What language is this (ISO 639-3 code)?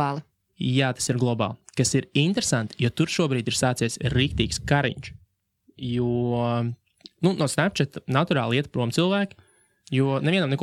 lav